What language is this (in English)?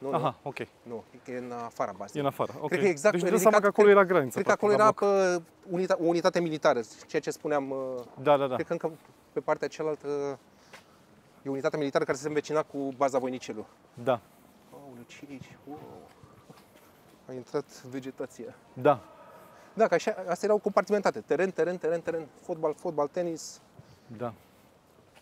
Romanian